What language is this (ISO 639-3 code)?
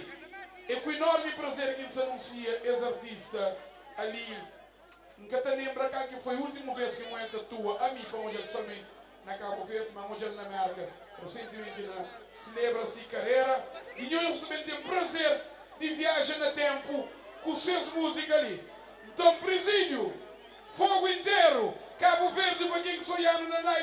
kea